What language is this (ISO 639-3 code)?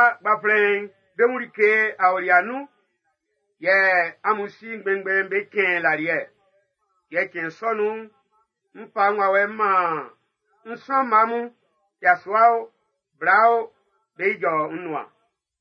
bci